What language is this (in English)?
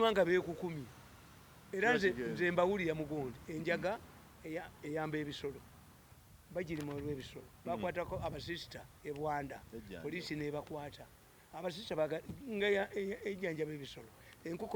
Ganda